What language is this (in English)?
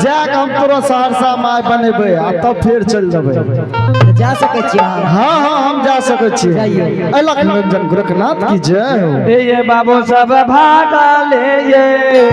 Angika